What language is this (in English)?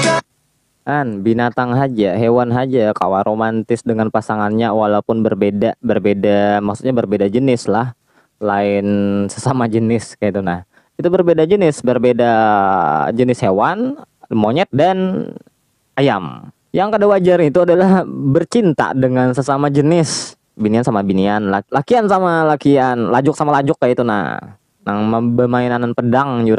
Banjar